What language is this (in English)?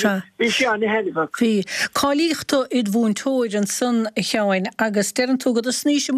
Irish